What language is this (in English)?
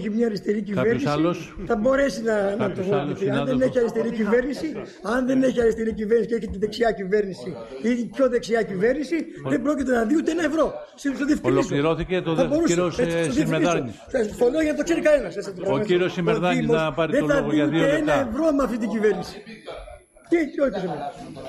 Greek